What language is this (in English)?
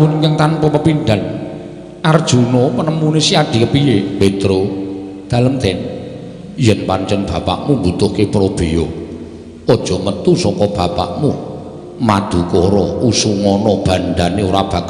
Javanese